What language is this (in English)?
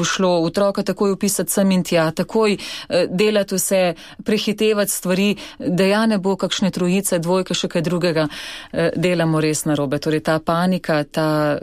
Slovenian